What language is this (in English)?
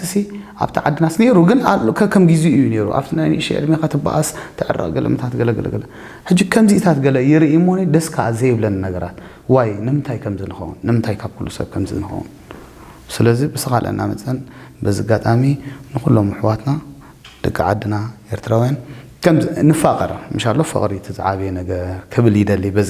Tigrinya